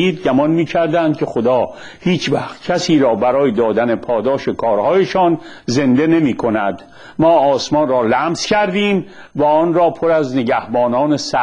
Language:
Persian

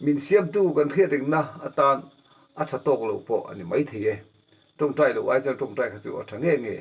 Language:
Mizo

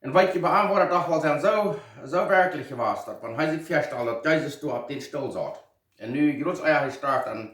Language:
Plautdietsch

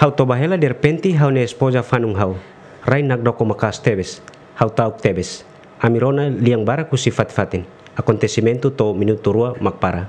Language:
Tetum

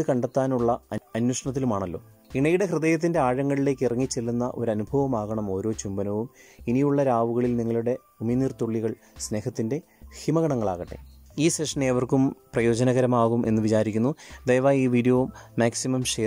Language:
Malayalam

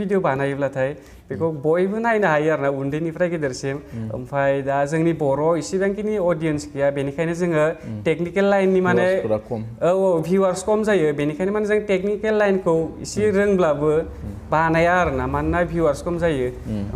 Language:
Bodo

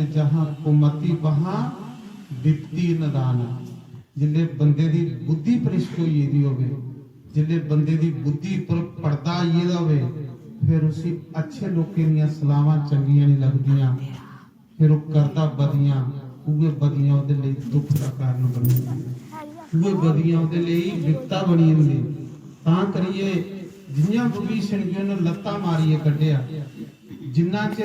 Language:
Dogri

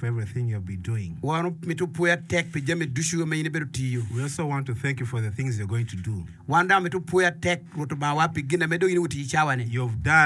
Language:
Acoli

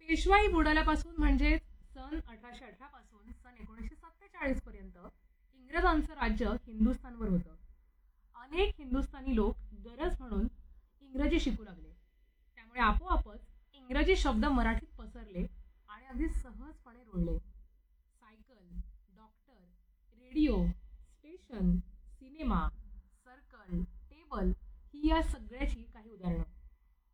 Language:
Marathi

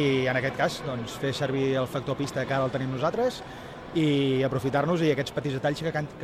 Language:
Catalan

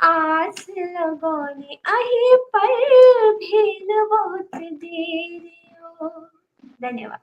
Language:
Maithili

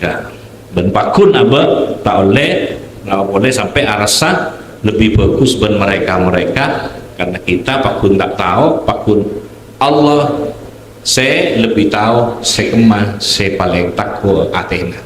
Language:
Madurese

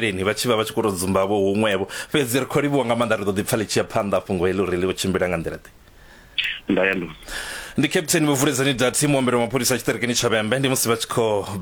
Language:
Venda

